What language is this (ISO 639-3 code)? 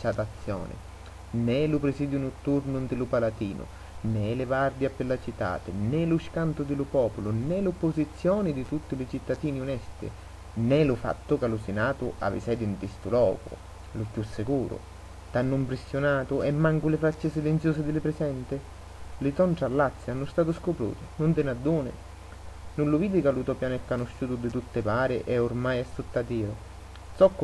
scn